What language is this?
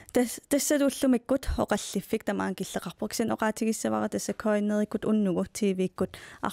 Kalaallisut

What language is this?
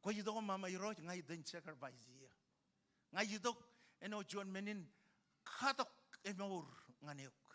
Marshallese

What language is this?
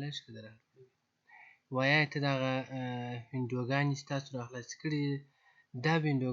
Pashto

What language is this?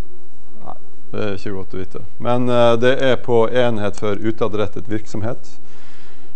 Norwegian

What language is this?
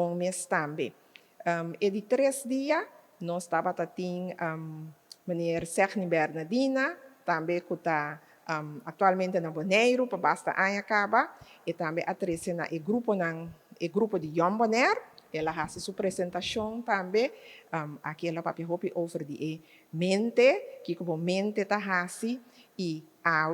Papiamento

